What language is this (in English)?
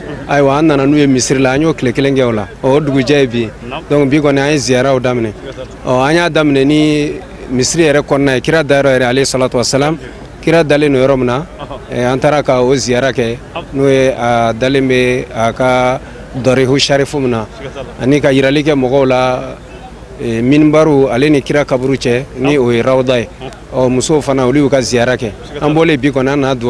Bambara